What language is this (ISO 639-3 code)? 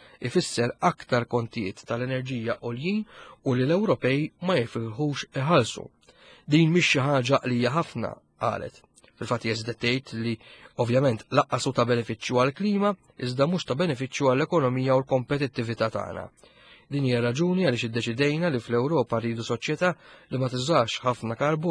mlt